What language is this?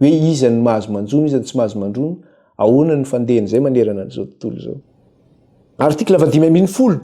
Malagasy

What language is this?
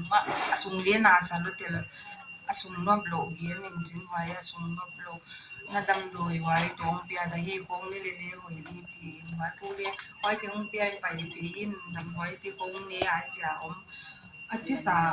Paite Chin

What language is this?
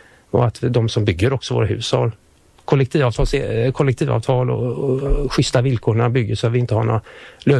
Swedish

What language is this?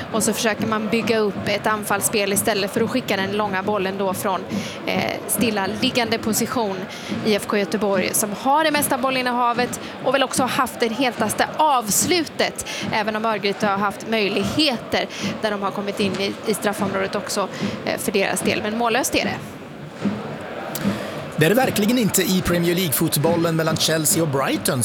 Swedish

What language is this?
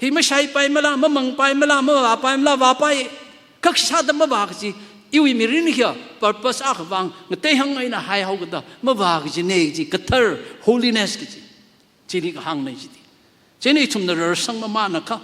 Tangkhul Naga (India)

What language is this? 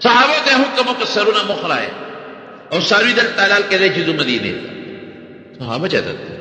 Pashto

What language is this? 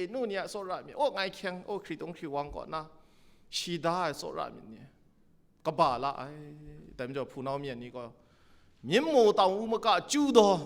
Kachin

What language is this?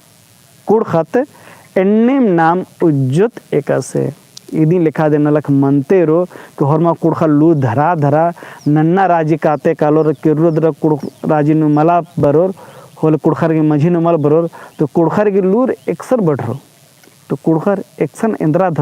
Kurukh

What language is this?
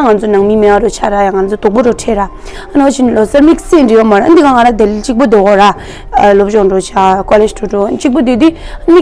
Tibetan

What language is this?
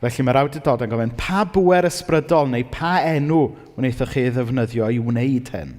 Welsh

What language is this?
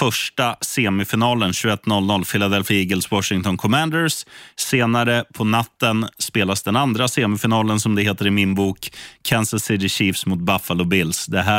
Swedish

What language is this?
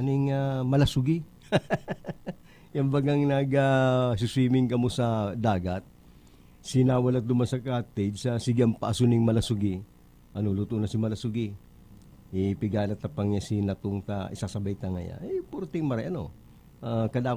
Bikol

